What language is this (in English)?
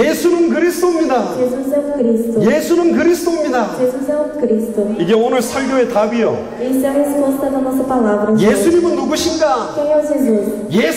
Korean